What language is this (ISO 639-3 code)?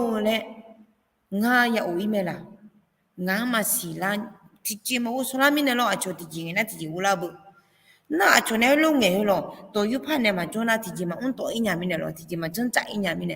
ahk